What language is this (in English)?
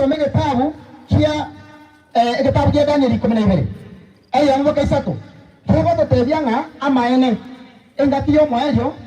Gusii